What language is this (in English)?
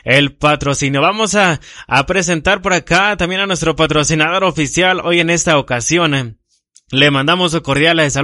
Spanish